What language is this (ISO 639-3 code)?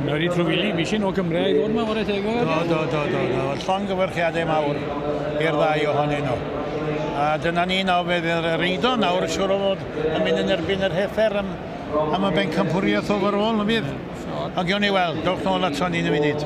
cym